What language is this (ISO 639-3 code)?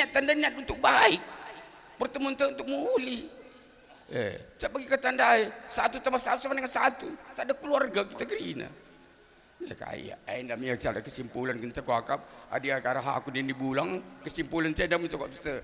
btx